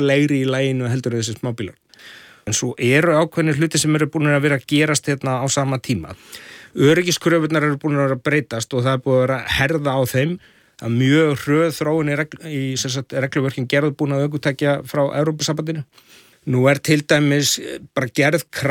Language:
Icelandic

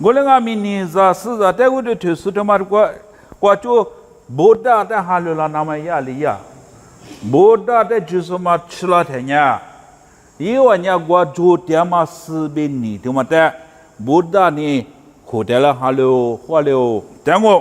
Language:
Lisu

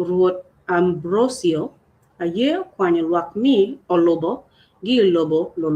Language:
Acoli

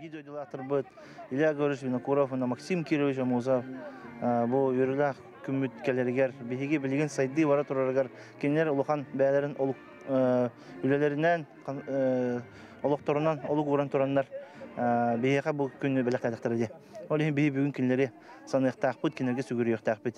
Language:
Yakut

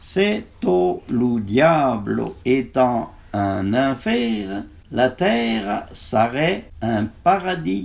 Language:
Arpitan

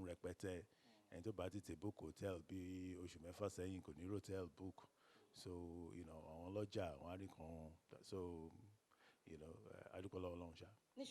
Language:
Yoruba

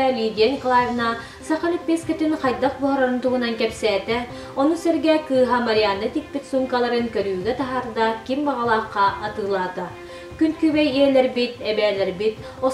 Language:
Yakut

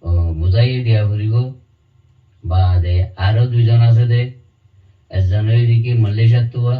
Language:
Rohingya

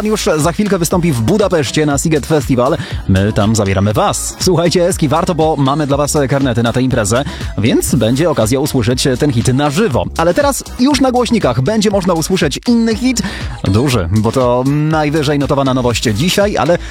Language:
Polish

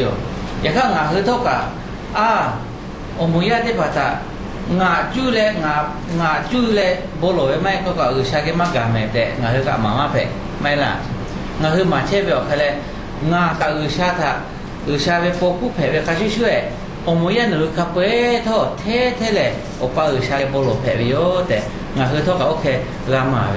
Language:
Lahu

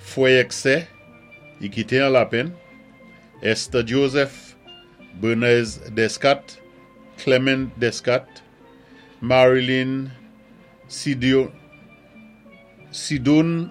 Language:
Saint Lucian Creole French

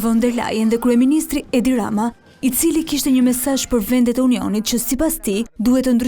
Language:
Albanian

